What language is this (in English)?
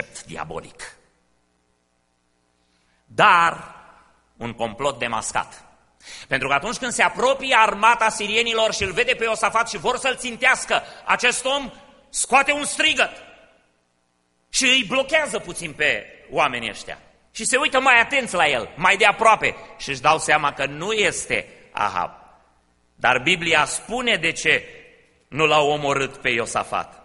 Romanian